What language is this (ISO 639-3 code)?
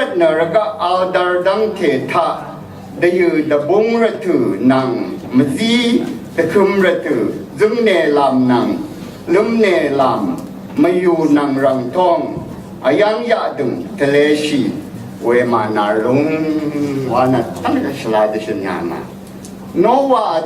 raw